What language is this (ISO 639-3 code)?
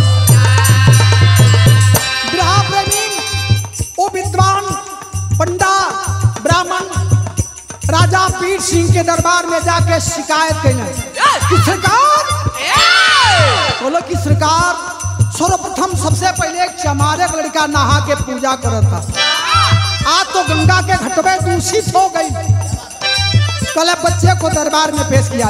bho